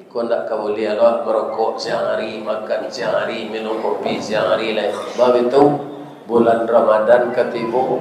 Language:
Minangkabau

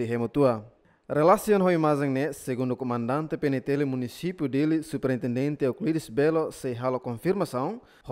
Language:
Tetum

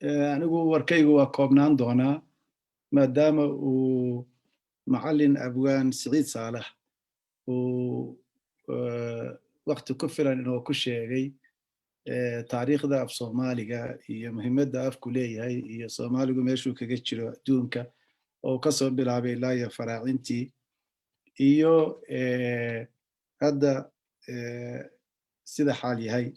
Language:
Somali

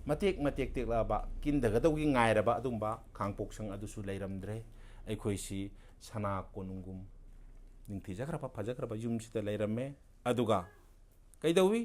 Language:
Manipuri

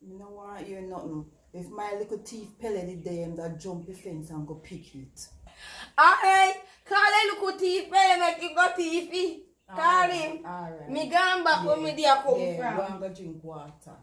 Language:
Jamaican Creole English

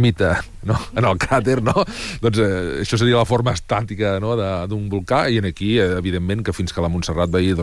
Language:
Catalan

